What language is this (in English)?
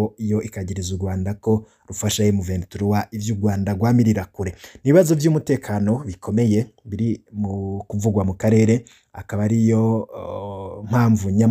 Rundi